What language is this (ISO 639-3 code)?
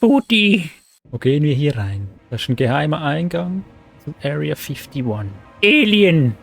gsw